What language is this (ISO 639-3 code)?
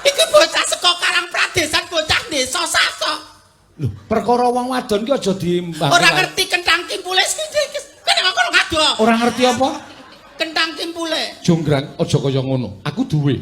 jav